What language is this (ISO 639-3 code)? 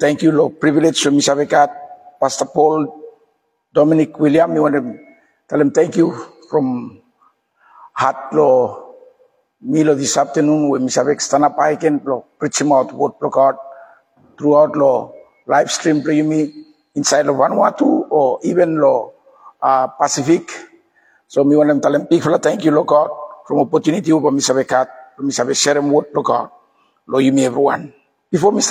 bis